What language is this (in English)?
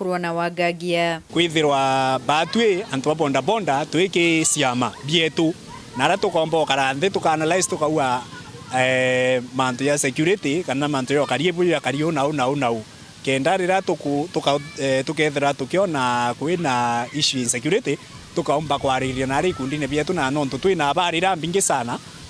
Meru